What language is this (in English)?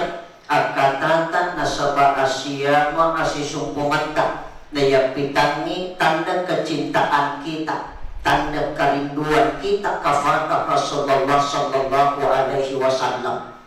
Buginese